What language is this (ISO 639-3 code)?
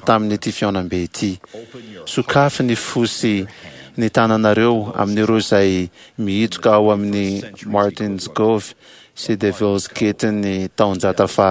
mlg